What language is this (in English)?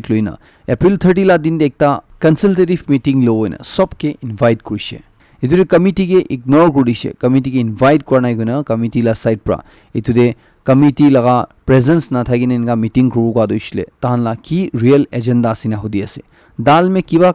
Naga Pidgin